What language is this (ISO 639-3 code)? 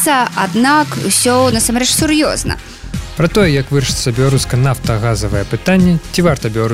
bel